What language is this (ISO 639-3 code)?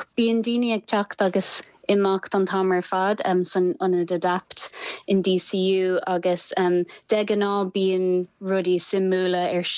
gle